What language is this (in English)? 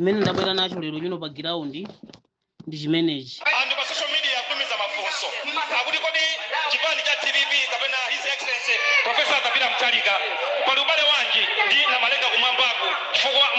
Nyanja